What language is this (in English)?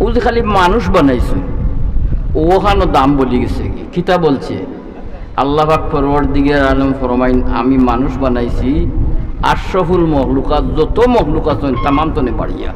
Sylheti